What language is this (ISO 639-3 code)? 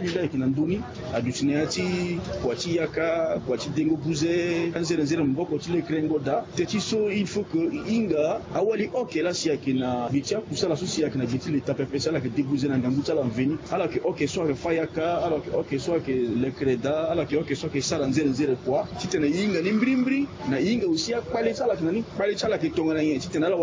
sag